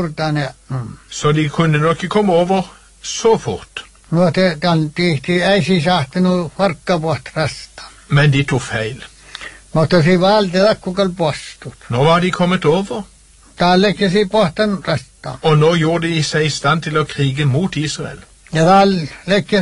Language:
Norwegian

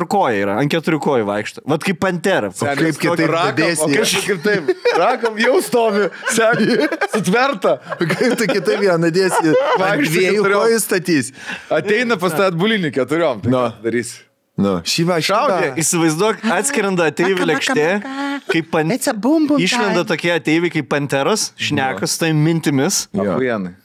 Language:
Lithuanian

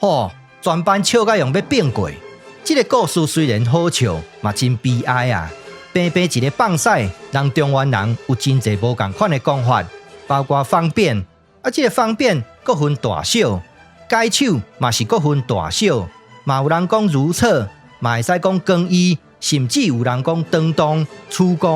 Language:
Min Nan Chinese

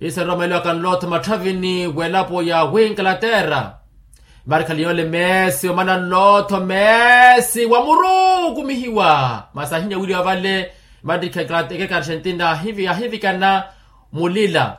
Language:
Makhuwa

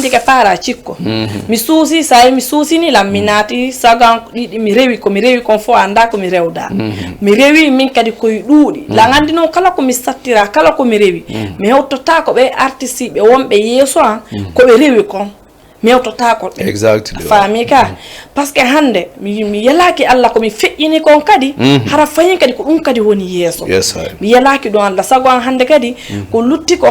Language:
Fula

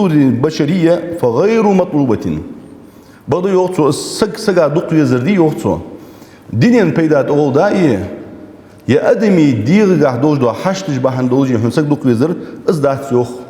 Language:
Ingush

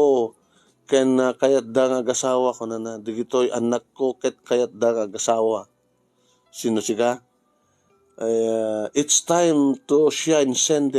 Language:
Iloko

